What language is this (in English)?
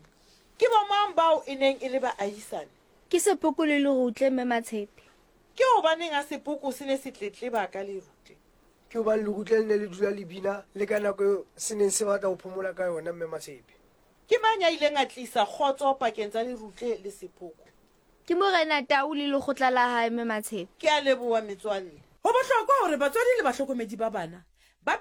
Southern Sotho